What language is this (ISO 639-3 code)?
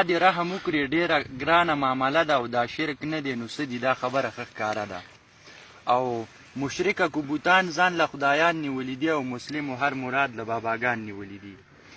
pus